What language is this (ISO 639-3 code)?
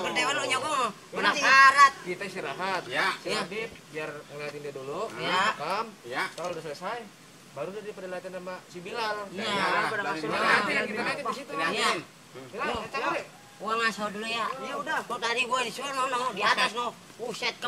bew